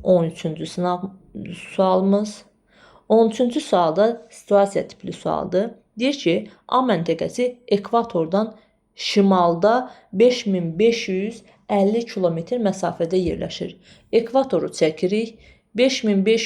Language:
Azerbaijani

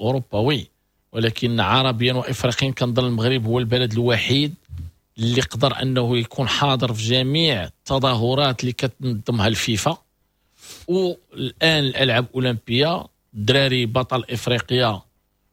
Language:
Moroccan Arabic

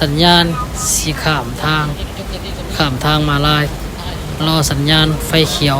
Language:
Lao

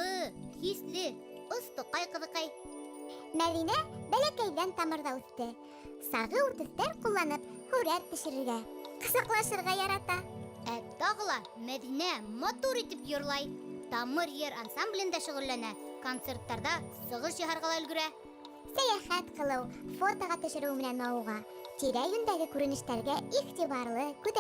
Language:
Bashkir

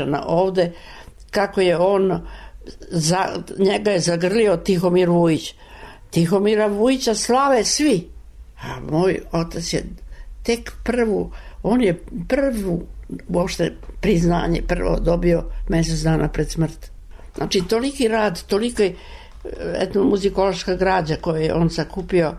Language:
Serbian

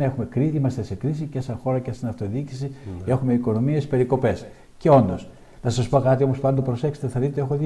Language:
Greek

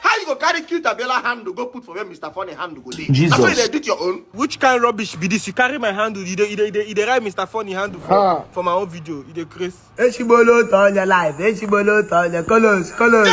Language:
Nigerian Pidgin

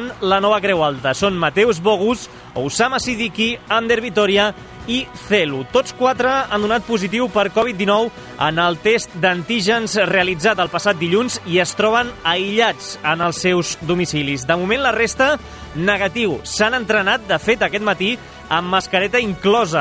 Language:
Catalan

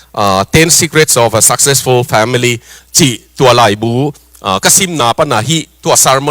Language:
Tedim Chin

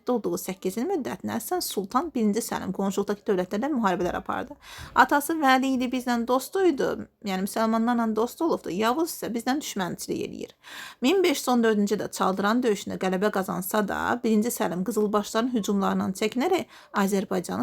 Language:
Azerbaijani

